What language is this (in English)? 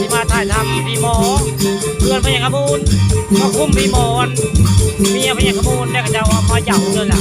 Northeastern Thai